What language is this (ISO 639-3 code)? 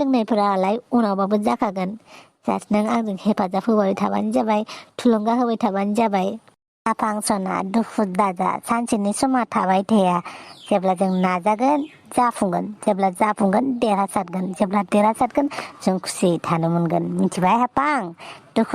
brx